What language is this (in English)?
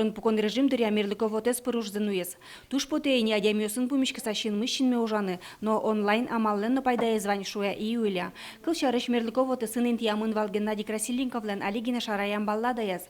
Udmurt